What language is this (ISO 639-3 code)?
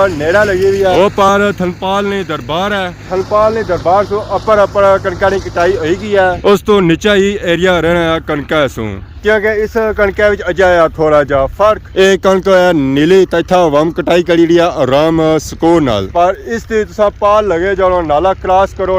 phr